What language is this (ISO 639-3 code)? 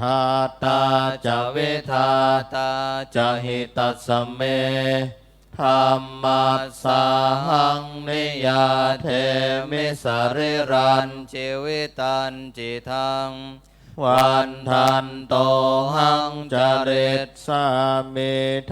pli